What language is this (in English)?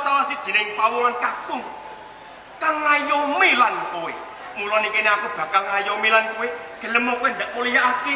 Javanese